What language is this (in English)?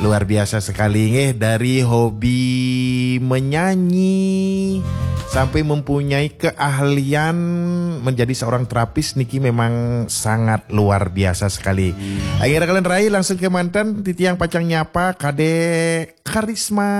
Balinese